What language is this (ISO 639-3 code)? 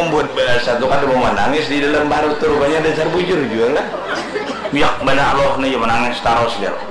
bjn